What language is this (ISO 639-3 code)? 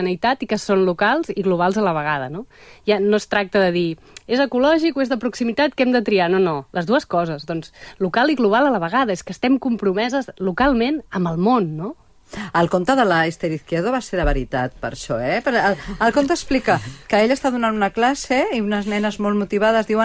cat